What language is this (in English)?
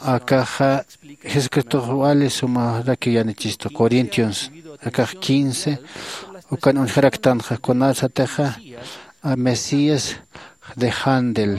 Aymara